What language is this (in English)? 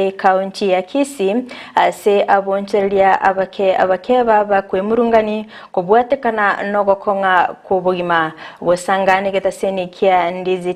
Gusii